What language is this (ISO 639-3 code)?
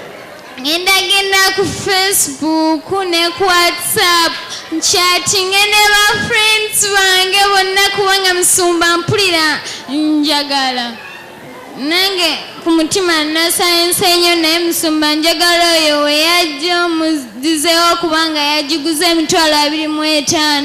lug